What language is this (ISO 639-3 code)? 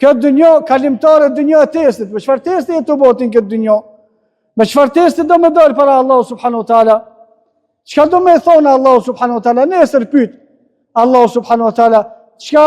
sqi